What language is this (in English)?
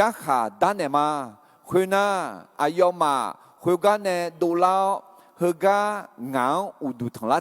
Akha